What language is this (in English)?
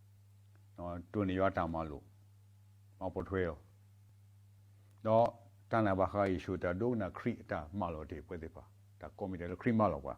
S'gaw Karen